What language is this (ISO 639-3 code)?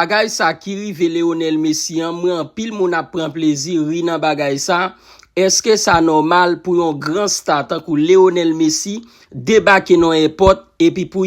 hat